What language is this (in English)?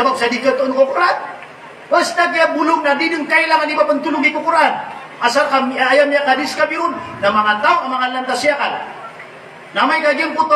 Maranao